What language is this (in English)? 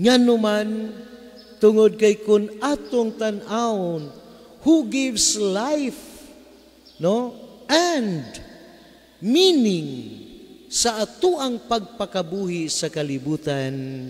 Cebuano